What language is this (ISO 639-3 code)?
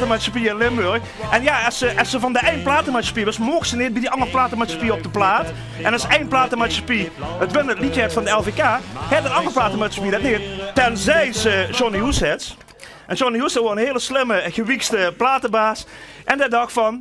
lim